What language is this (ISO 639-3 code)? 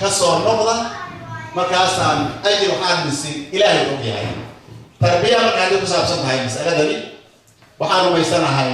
som